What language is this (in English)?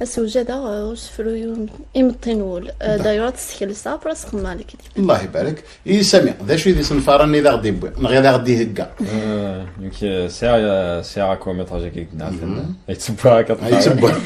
Kabyle